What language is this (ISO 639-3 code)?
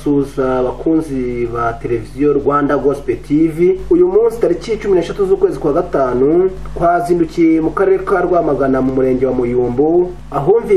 kin